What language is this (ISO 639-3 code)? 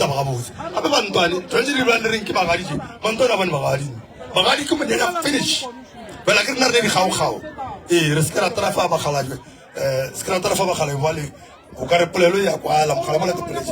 nso